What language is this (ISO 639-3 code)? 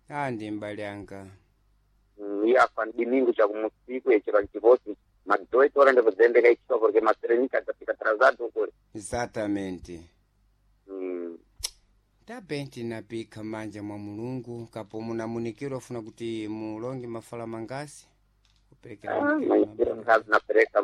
seh